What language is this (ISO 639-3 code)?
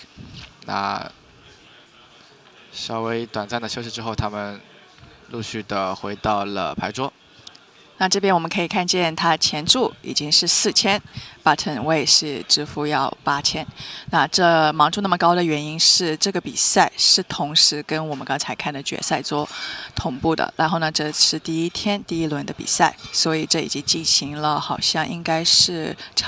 zho